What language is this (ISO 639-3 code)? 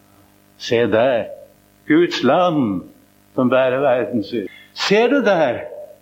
nor